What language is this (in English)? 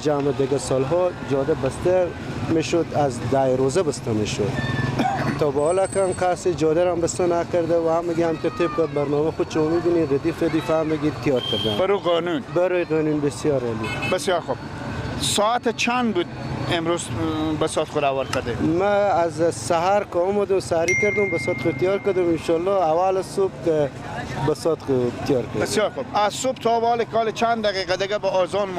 Persian